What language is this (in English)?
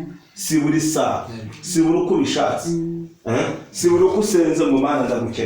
Kinyarwanda